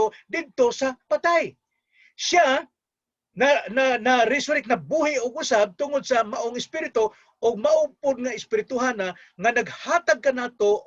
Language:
Cebuano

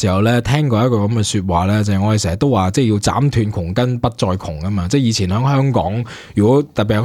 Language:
Cantonese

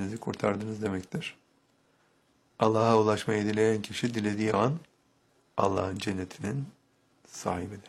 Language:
Turkish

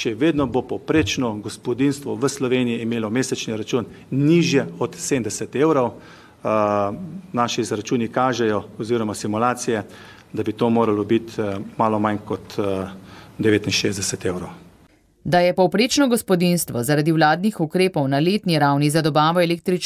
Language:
Slovenian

